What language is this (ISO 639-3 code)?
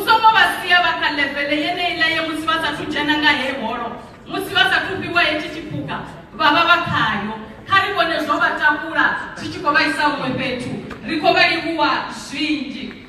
ven